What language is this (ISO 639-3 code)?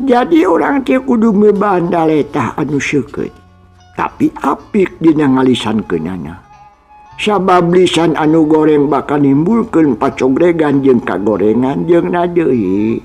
sun